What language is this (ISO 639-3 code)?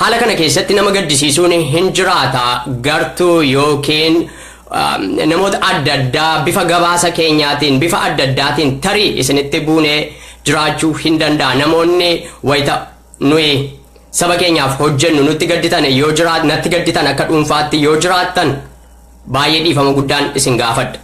orm